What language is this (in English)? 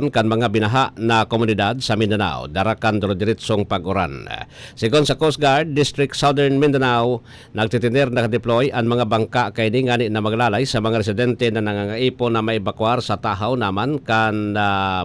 Bikol